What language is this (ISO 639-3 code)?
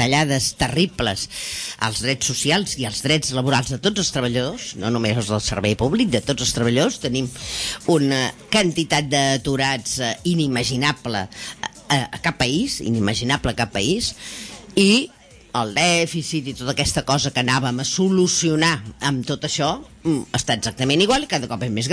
cat